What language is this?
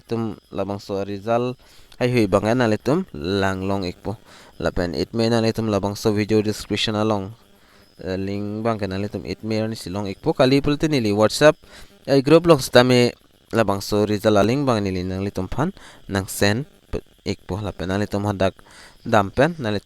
Karbi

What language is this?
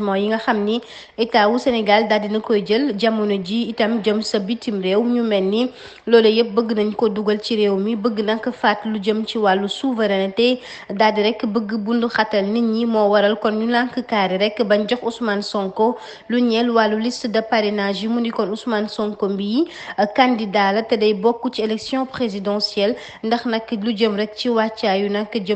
Wolof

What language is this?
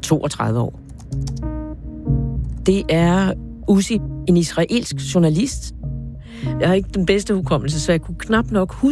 Danish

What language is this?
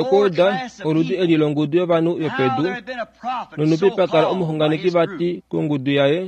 Kuanyama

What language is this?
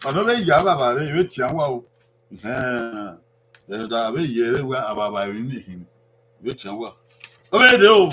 Bini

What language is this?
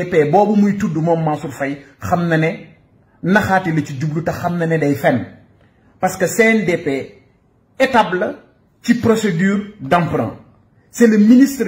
Wolof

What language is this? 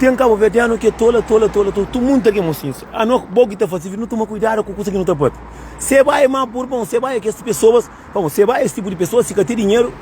Kabuverdianu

